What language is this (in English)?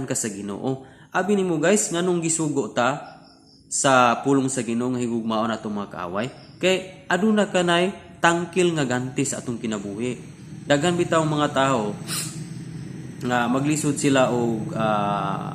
Cebuano